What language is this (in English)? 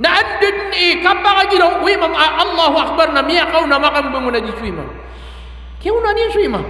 Maranao